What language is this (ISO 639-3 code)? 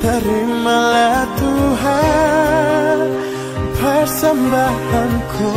nia